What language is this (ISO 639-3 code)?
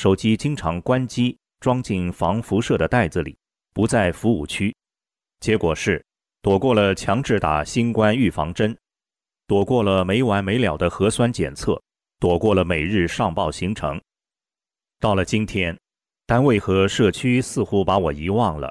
zho